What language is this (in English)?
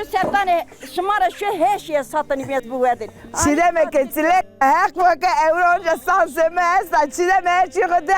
Zaza